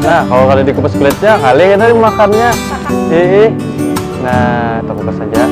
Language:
Banjar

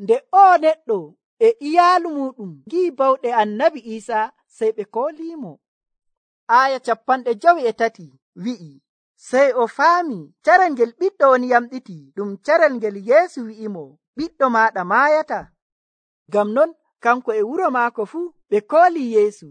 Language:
Nigerian Fulfulde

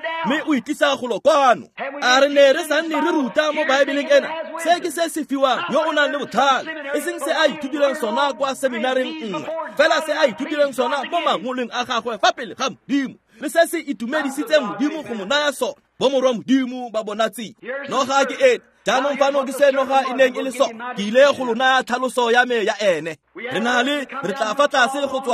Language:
Tswana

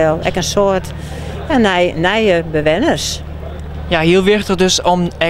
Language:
Western Frisian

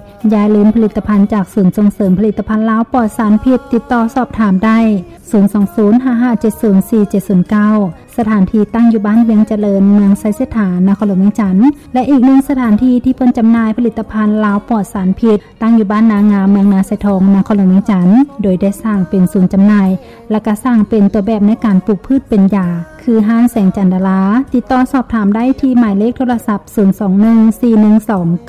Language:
Lao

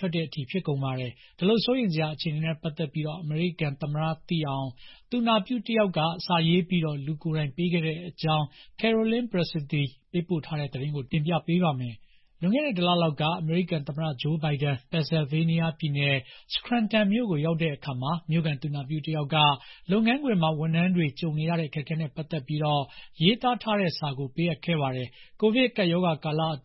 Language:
Burmese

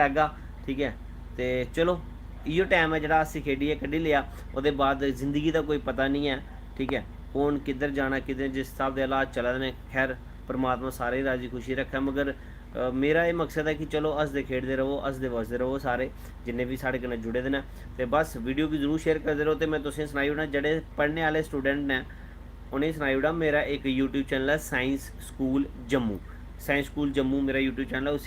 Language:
Dogri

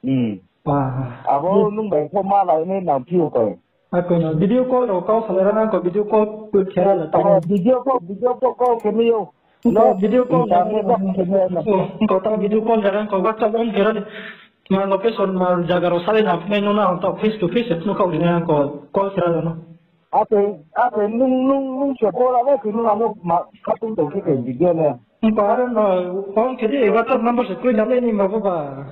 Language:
Riang (India)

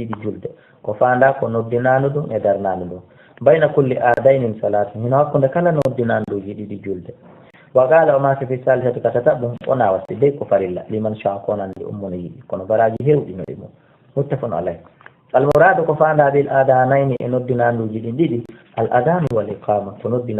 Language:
Fula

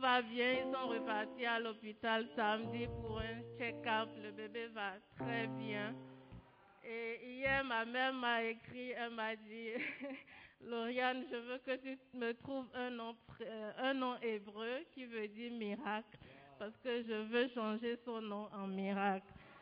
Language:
French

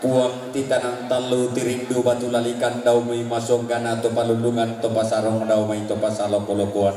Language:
Toraja-Sa'dan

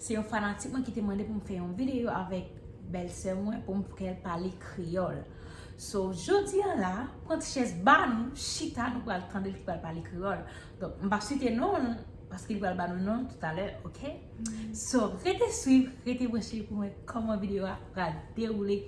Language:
Haitian Creole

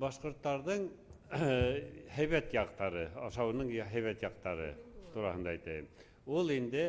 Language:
Bashkir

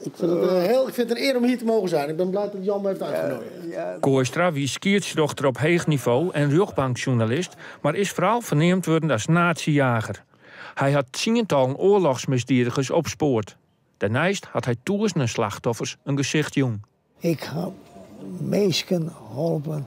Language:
Western Frisian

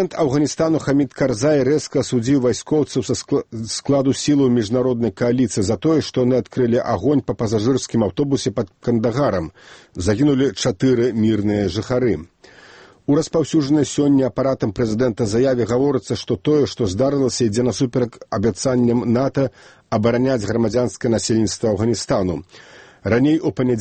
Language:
Belarusian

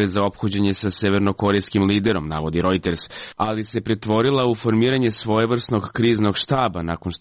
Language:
Serbian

